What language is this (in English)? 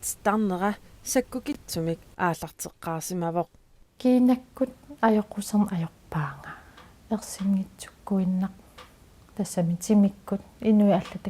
Kalaallisut